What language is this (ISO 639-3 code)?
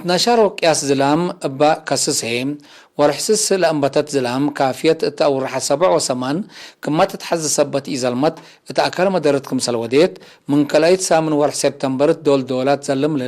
tig